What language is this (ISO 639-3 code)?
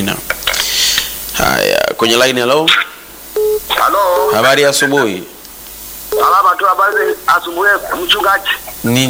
swa